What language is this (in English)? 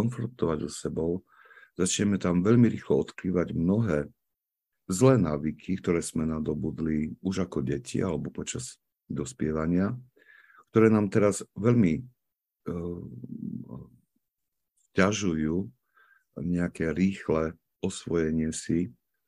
Slovak